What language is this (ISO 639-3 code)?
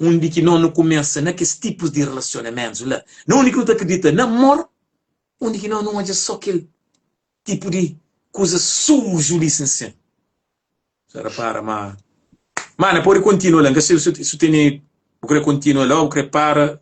kea